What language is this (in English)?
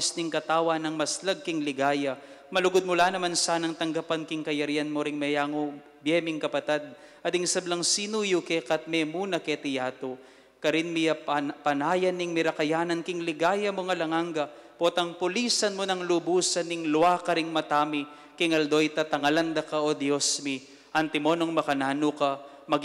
Pampanga